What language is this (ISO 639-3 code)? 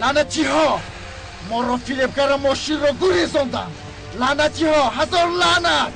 tgk